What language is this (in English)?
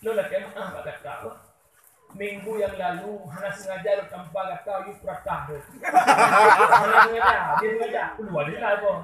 Achinese